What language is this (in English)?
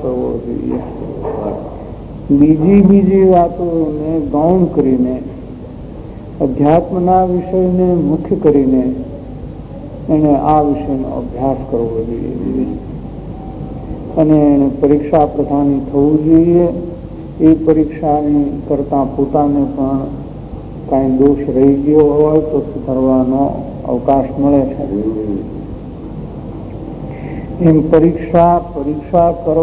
Gujarati